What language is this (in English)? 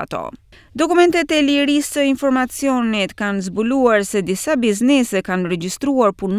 Albanian